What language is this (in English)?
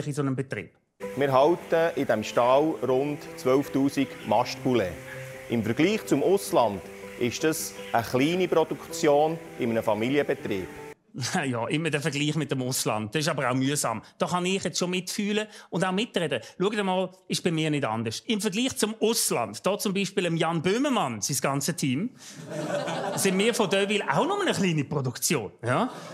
Swiss German